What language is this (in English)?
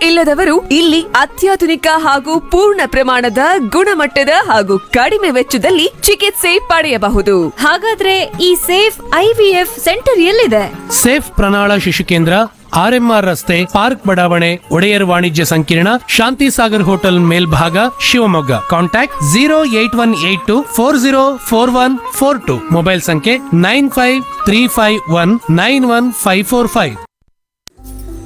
Kannada